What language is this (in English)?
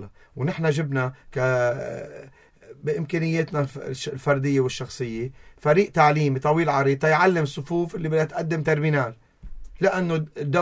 North Levantine Arabic